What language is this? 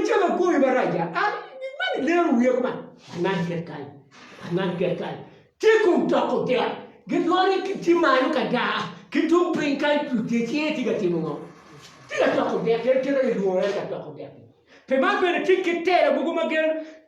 Acoli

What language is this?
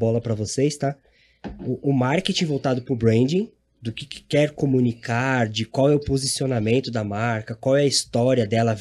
Portuguese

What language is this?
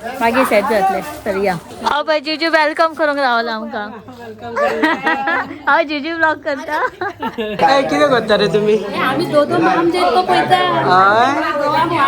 Konkani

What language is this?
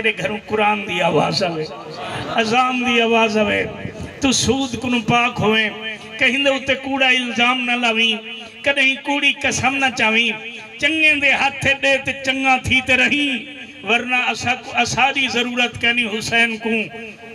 Saraiki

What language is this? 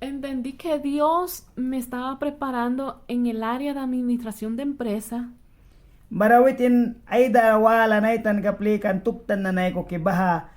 Mískito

